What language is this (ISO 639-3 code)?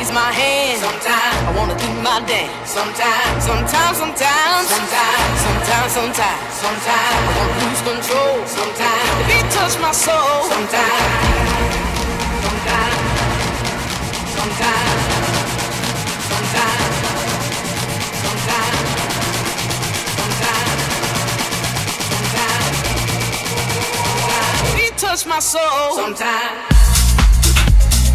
eng